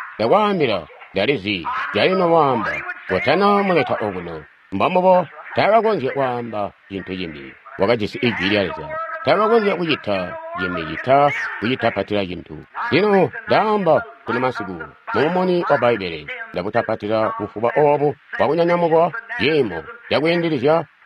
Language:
Tonga (Zambia)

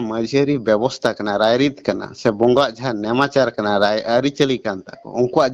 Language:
Santali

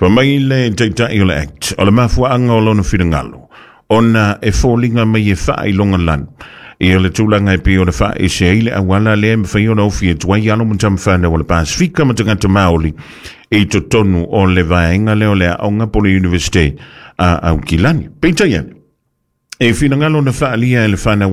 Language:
Samoan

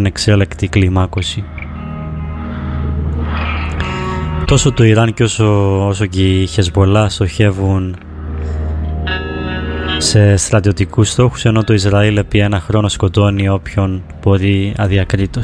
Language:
Greek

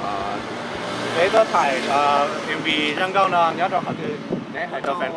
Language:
Hmong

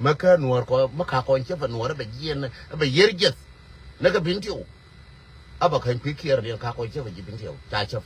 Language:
Nuer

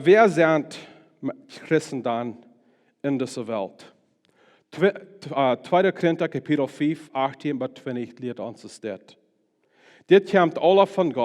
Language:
Plautdietsch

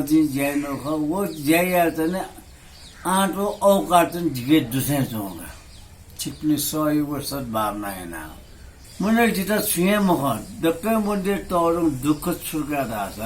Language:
Newari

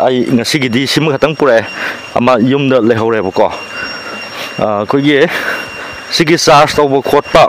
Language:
Manipuri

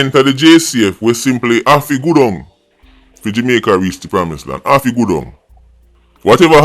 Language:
Jamaican Creole English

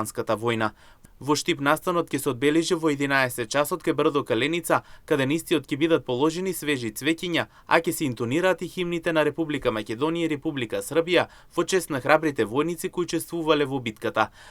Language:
Macedonian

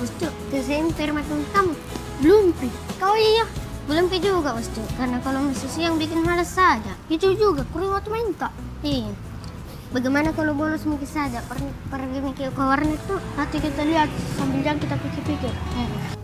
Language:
Makassar Malay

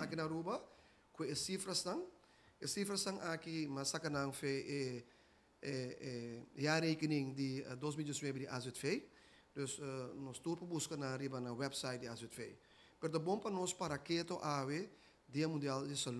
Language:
Papiamento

